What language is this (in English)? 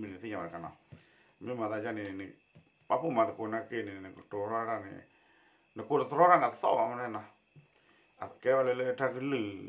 S'gaw Karen